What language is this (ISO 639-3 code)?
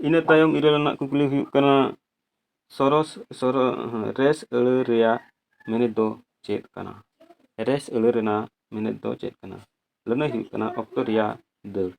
sat